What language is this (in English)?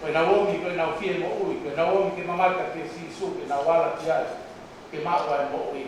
Tongan